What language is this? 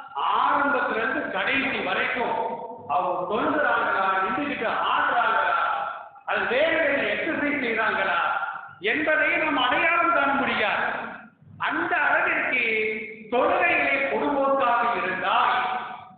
Tamil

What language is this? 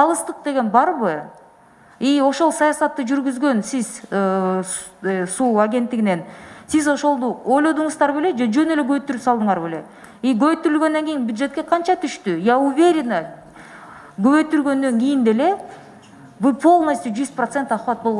Kyrgyz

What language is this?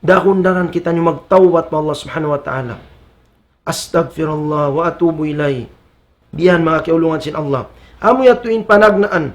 Tausug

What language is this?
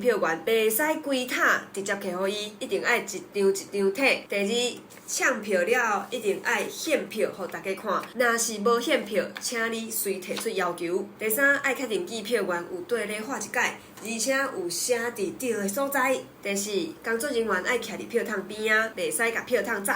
Min Nan Chinese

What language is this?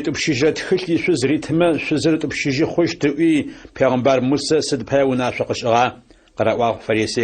Adyghe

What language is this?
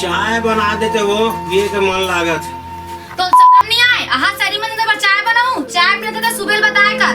Chhattisgarhi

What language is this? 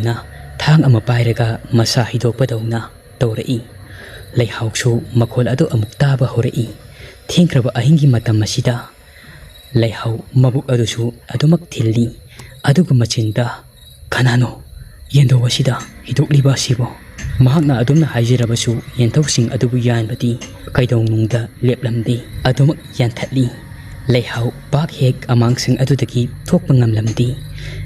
Manipuri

